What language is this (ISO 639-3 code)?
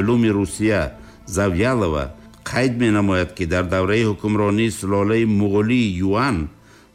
tgk